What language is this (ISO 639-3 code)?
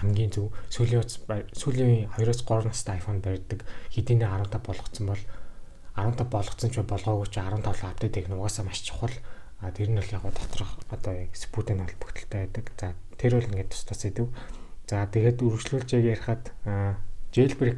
mon